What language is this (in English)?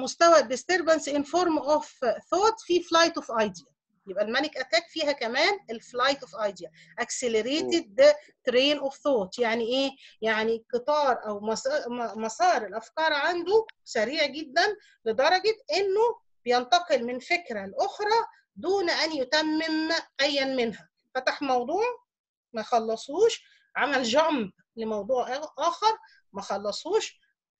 Egyptian Arabic